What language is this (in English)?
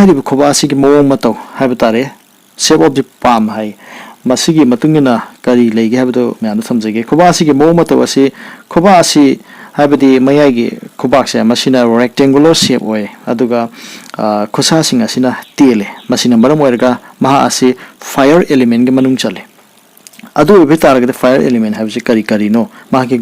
Manipuri